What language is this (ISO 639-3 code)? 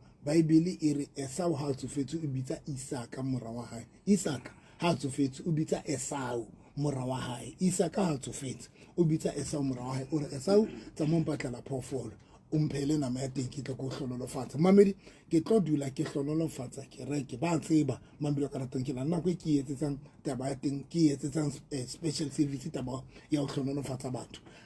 sot